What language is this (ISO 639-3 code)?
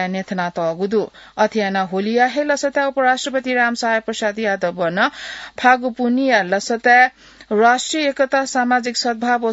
new